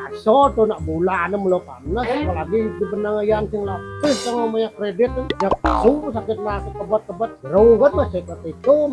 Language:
Balinese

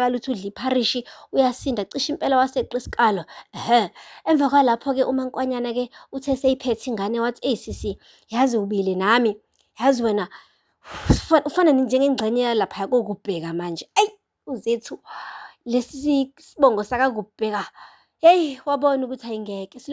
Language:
Zulu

